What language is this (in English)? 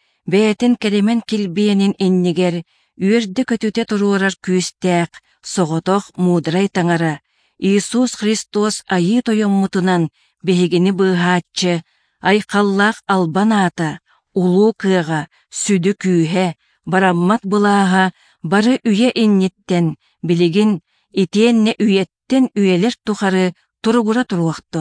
Yakut